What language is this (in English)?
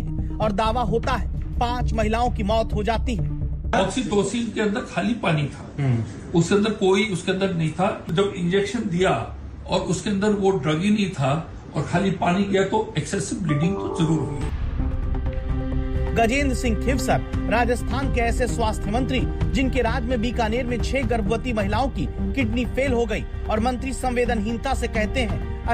Hindi